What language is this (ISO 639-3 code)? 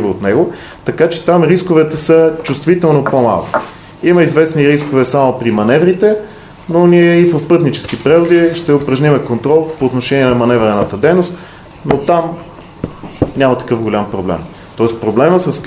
bul